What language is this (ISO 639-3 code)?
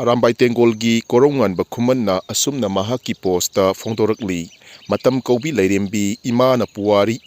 mni